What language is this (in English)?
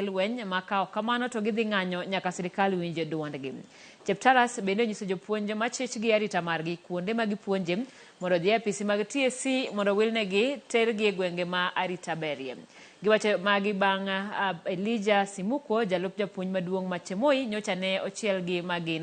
Luo (Kenya and Tanzania)